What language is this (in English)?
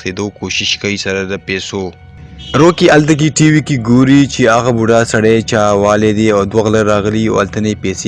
Pashto